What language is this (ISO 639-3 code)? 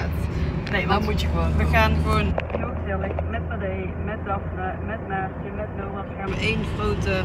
nld